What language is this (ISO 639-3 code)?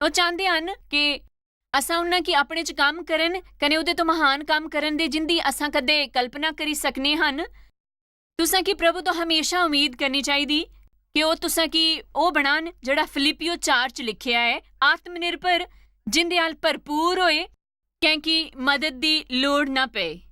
doi